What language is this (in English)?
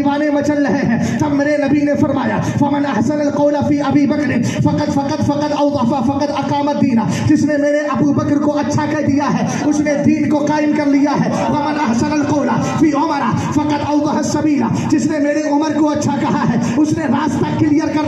Urdu